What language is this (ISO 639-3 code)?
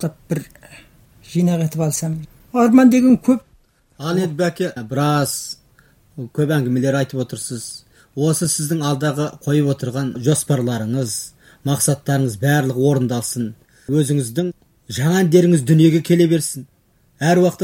kaz